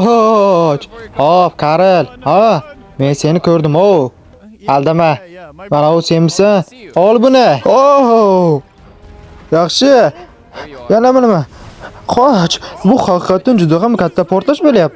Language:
Uzbek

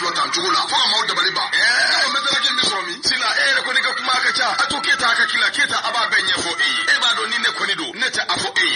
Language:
Bambara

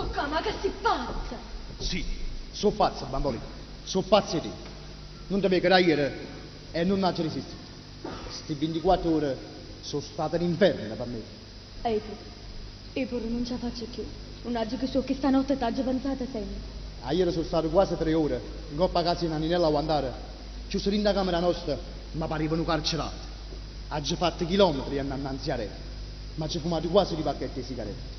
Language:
Neapolitan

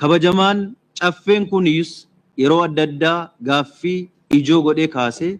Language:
Oromo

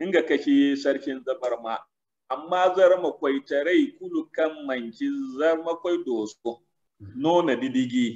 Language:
Zarma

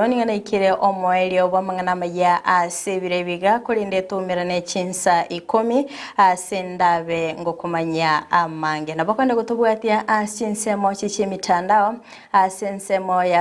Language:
Gusii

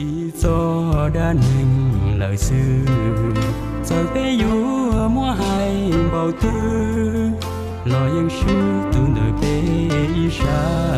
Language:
Hmong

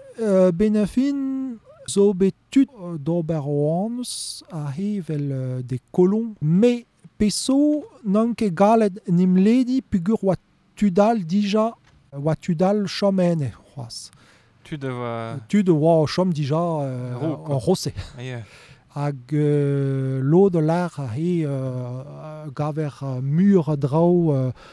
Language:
Breton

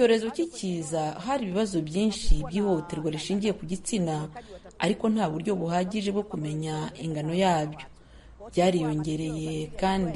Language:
Kinyarwanda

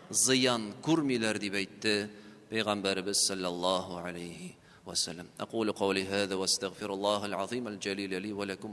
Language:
Tatar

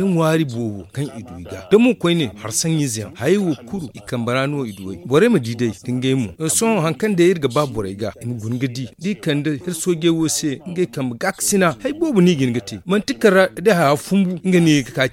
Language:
Zarma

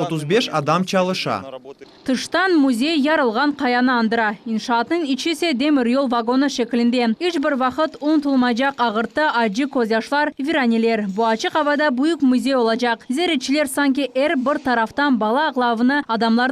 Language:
Crimean Tatar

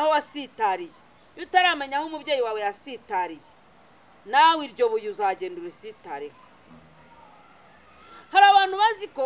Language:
Kinyarwanda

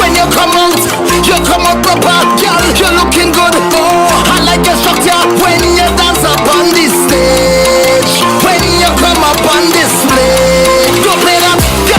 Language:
Papiamento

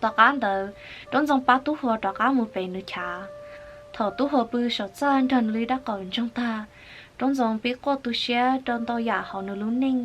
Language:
Hmong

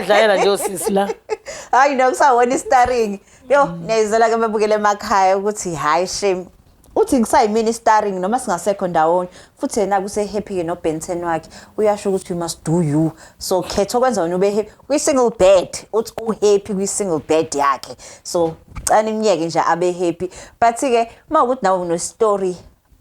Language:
Zulu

